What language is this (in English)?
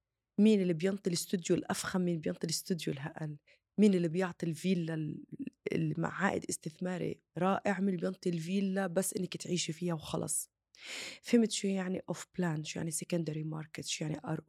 North Levantine Arabic